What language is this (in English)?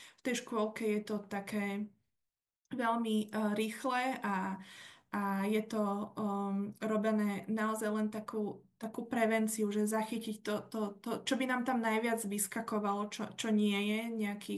Slovak